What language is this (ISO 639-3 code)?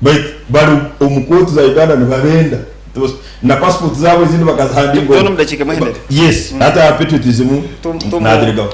nyn